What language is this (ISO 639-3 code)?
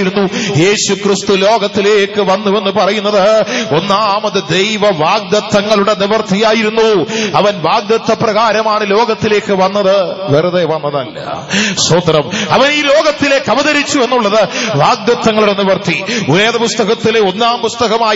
mal